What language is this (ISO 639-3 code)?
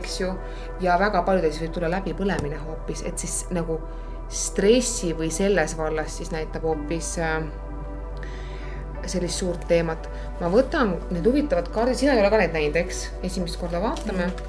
est